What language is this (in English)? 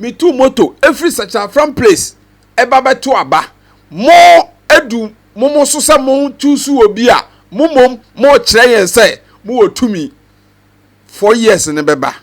Akan